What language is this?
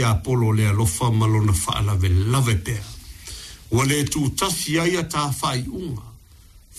Samoan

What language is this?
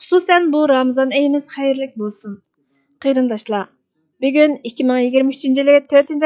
Uyghur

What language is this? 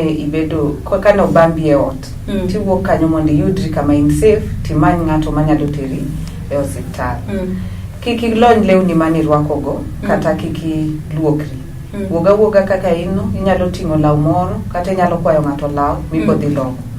Luo (Kenya and Tanzania)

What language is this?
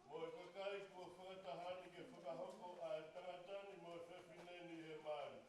Tongan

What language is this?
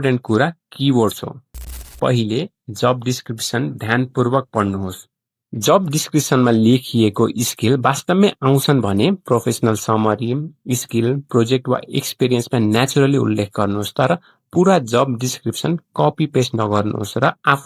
Nepali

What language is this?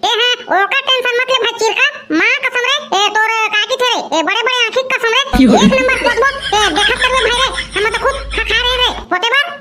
Chhattisgarhi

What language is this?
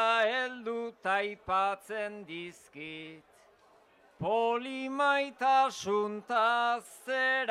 Basque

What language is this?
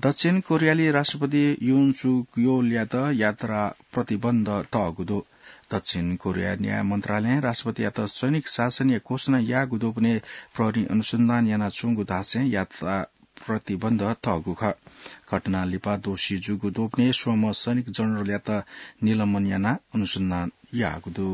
Newari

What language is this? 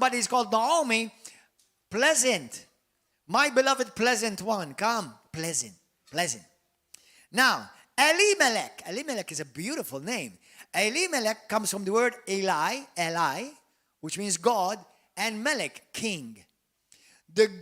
English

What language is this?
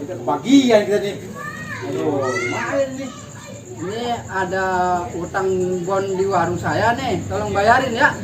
Betawi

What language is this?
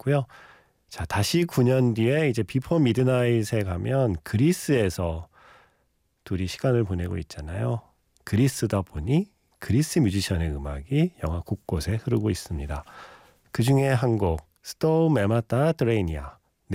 Korean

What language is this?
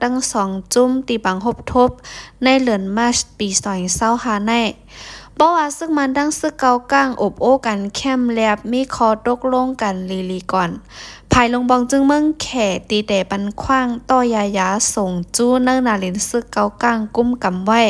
Shan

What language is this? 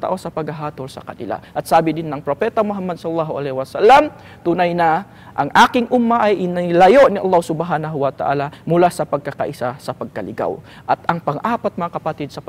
Filipino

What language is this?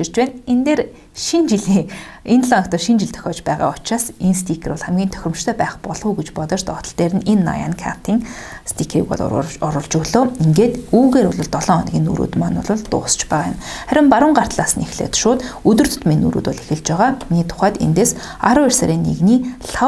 Mongolian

